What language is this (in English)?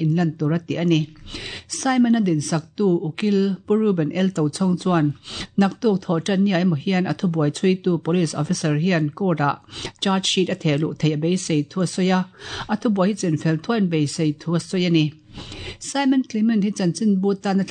Mizo